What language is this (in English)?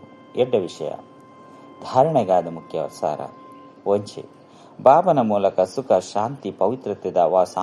Tulu